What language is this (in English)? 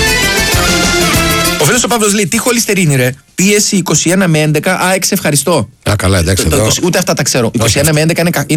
Greek